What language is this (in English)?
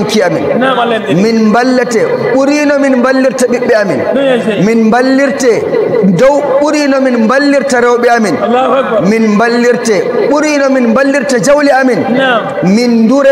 Nigerian Fulfulde